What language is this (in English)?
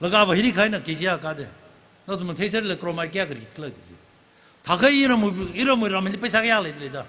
Tangkhul Naga (India)